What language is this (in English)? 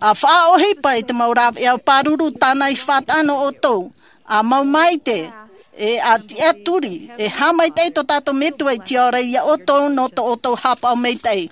Tahitian